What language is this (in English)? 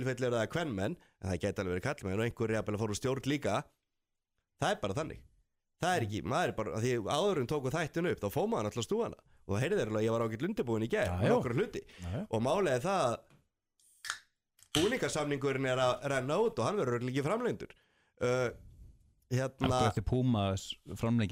Icelandic